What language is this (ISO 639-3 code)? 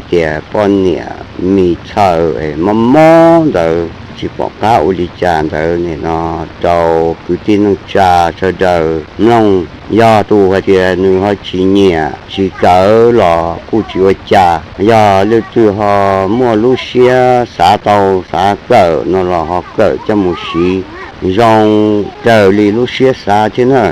hmn